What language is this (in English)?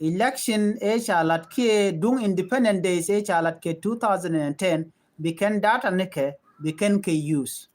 Nuer